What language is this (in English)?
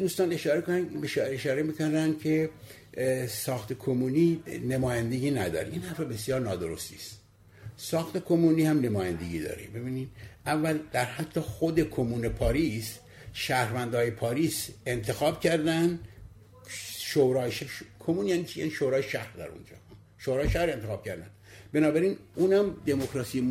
Persian